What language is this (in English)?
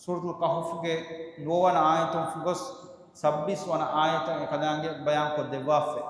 Divehi